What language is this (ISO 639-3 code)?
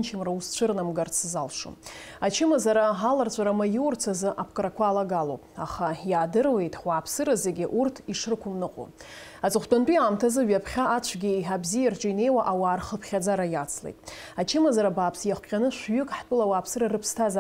abk